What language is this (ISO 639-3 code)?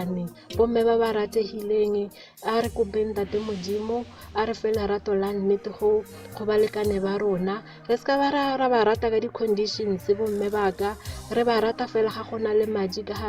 tsn